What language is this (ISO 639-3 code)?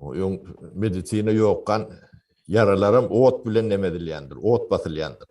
tuk